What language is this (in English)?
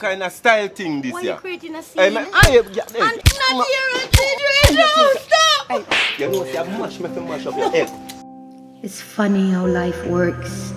Jamaican Creole English